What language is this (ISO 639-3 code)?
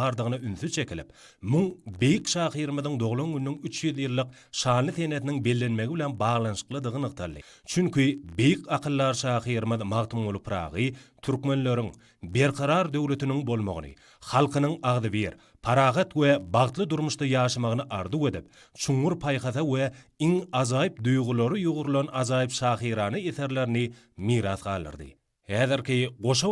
tuk